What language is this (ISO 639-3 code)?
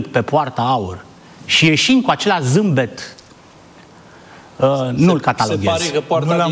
ron